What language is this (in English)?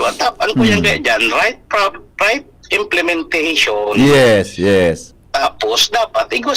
Bikol